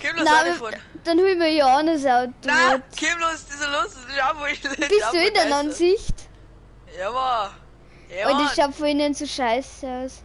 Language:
Bavarian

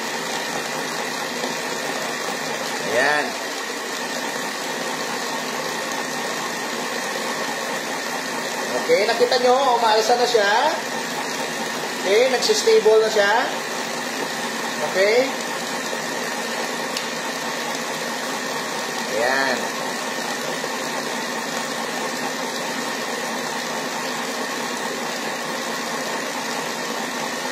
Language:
Filipino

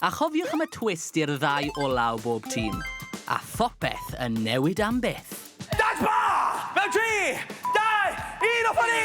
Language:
Welsh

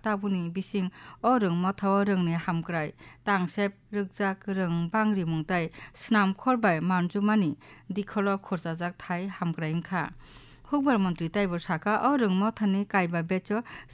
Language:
Kok Borok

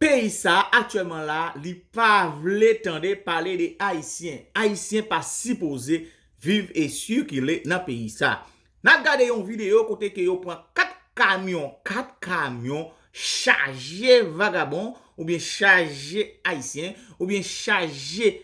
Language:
Haitian Creole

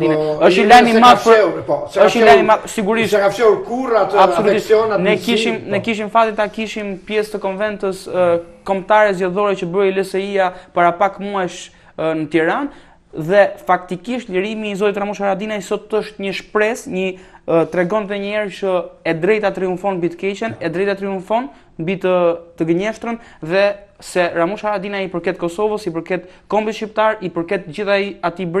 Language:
Albanian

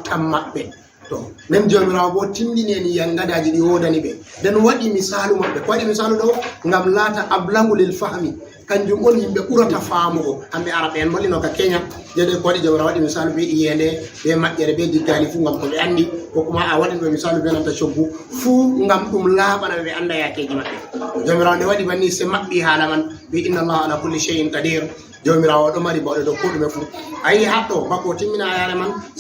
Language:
Fula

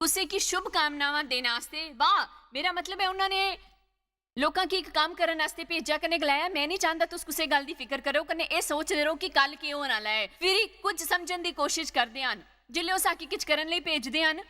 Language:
Dogri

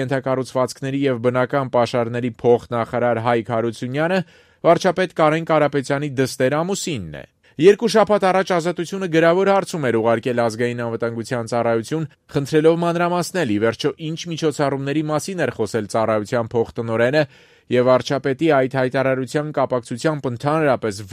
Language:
Armenian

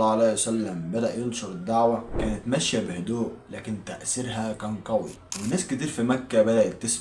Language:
Egyptian Arabic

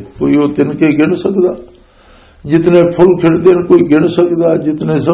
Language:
Western Panjabi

